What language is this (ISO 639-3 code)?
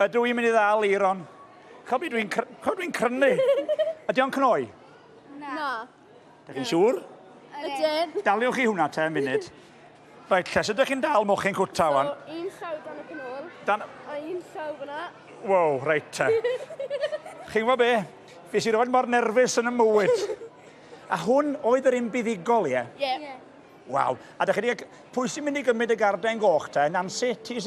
cym